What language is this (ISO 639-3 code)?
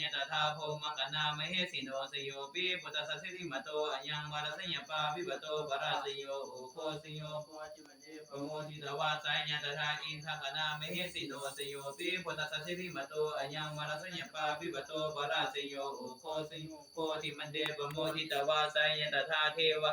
pli